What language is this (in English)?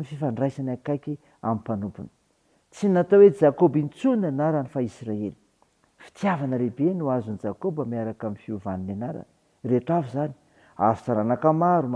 Malagasy